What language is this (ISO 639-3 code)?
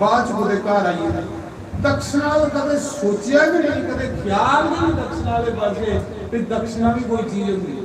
doi